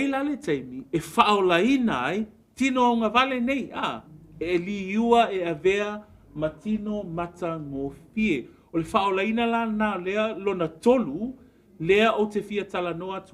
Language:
Samoan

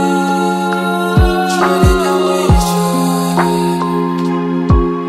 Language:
Vietnamese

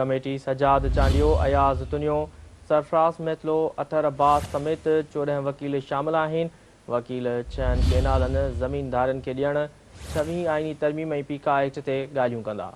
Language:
Sindhi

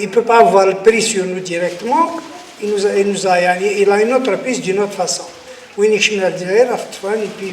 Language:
Kabyle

